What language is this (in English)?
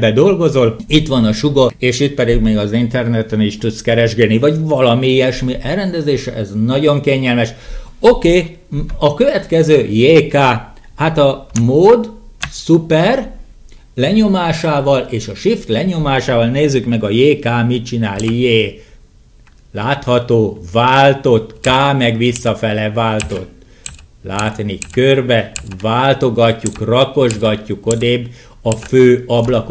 Hungarian